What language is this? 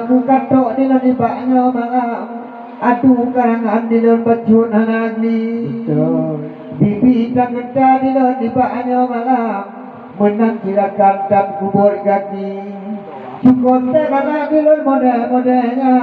Achinese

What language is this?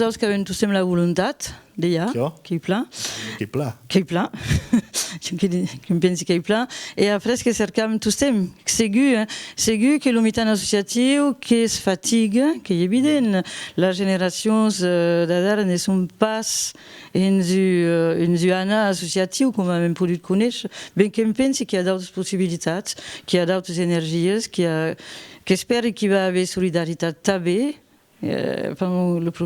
Occitan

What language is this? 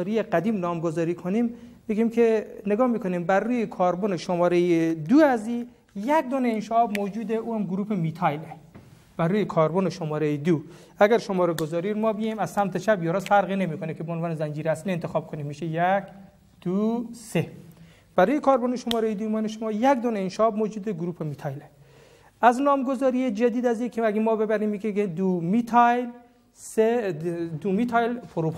Persian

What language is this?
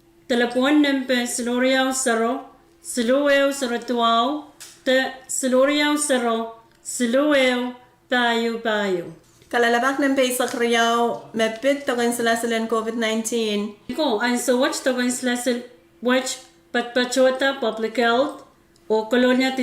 Pohnpeian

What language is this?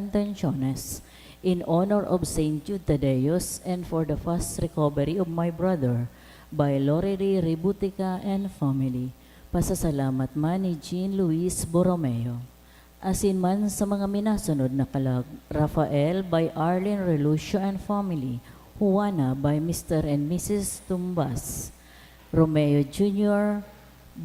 Bikol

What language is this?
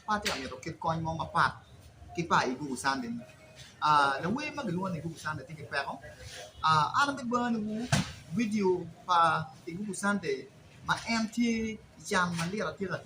Acoli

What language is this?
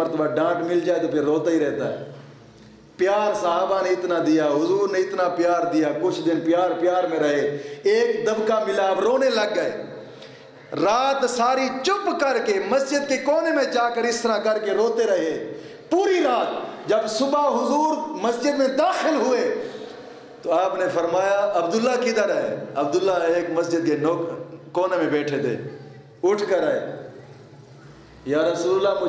Urdu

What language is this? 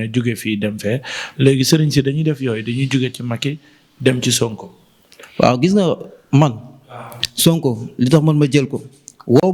Wolof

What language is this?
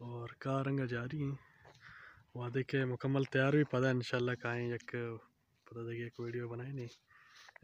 Eastern Balochi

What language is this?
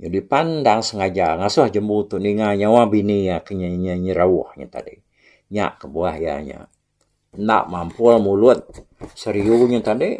Iban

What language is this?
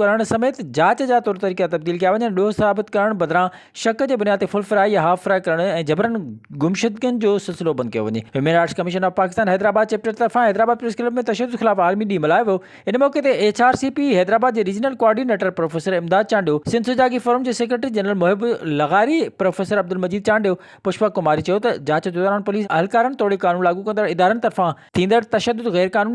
Sindhi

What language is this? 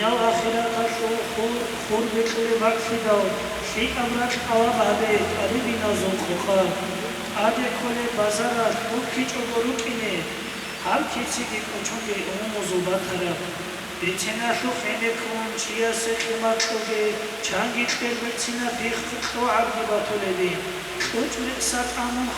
Avaric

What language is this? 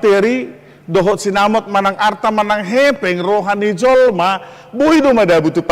Batak Toba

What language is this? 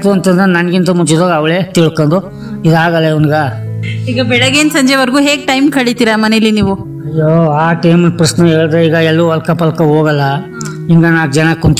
Kannada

